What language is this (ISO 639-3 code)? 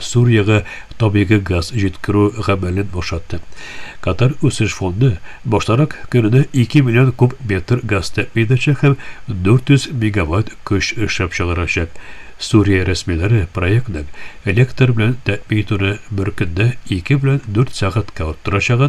tat